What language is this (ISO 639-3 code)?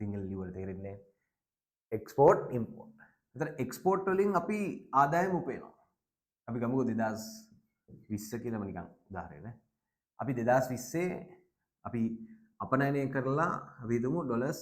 sin